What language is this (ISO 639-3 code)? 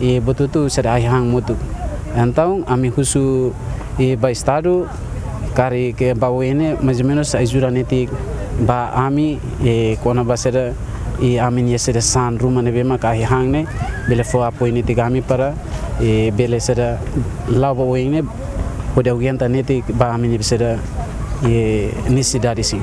tet